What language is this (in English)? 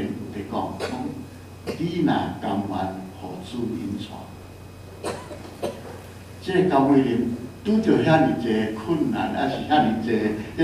Min Nan Chinese